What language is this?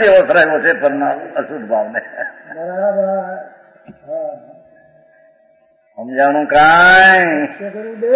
Gujarati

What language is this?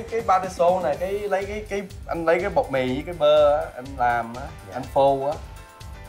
Vietnamese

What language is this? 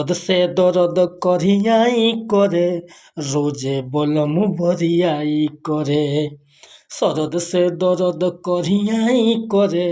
Bhojpuri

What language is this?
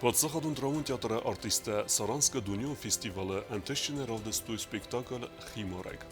Ossetic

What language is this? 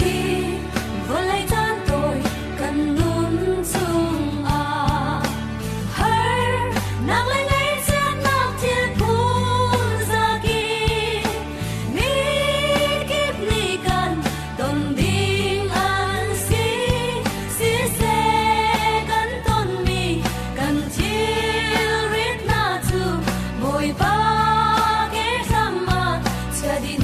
Hakha Chin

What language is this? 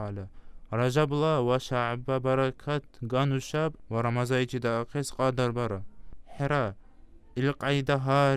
Dargwa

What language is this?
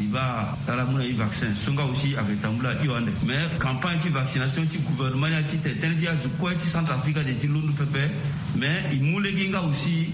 Sango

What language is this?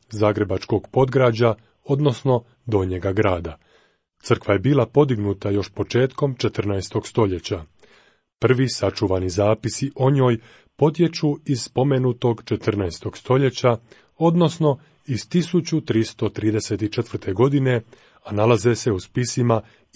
Croatian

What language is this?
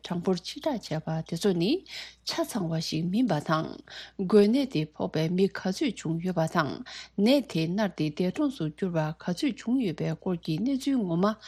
Tibetan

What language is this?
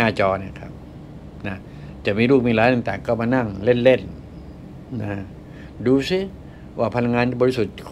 Thai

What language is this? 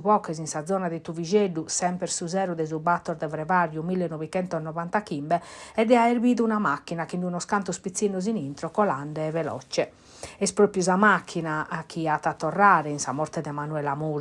Sardinian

